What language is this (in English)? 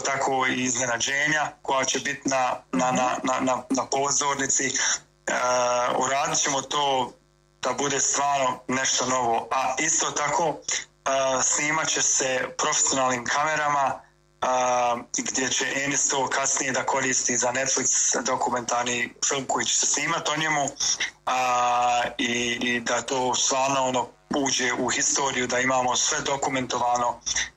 Bosnian